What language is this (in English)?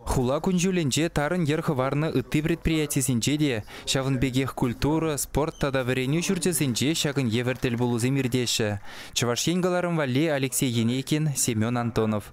Chuvash